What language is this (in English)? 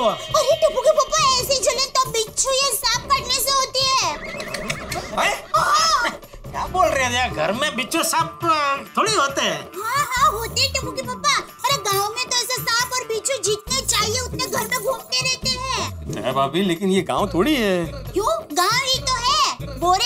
Hindi